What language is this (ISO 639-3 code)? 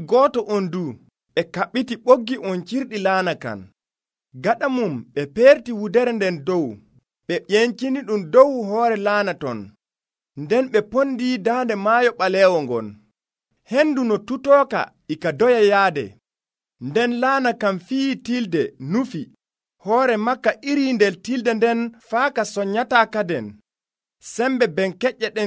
fuv